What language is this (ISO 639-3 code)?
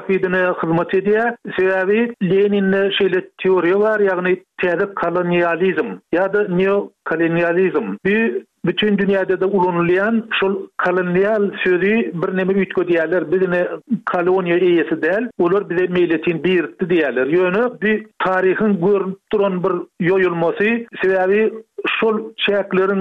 tuk